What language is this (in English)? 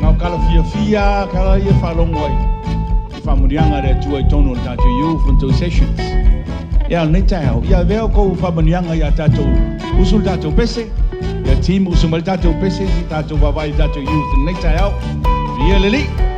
Samoan